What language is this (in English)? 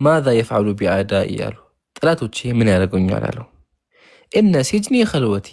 Amharic